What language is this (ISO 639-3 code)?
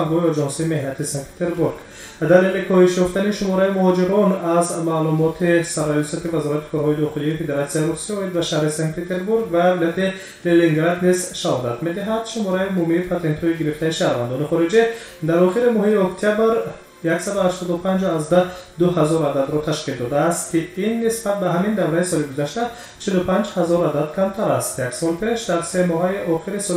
tgk